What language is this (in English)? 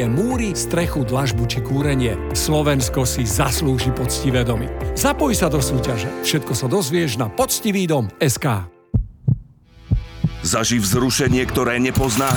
Slovak